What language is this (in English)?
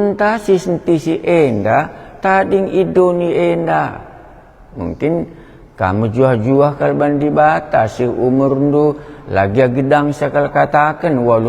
Batak Karo